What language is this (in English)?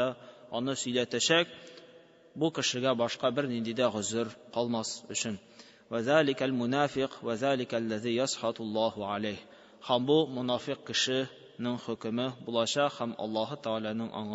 Tatar